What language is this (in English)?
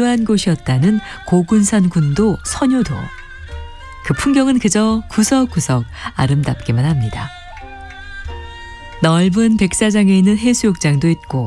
Korean